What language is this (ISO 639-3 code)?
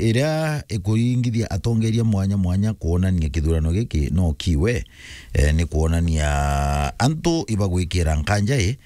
mer